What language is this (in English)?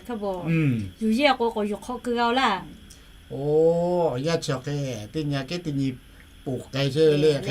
Lahu